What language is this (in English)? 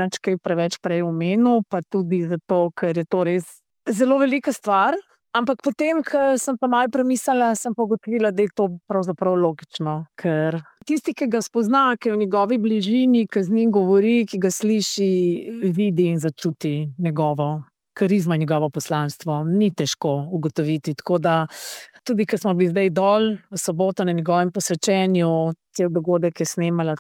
Slovenian